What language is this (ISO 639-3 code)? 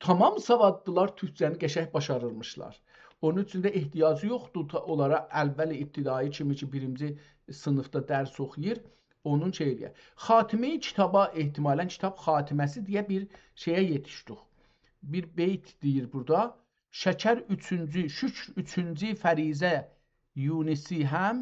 azb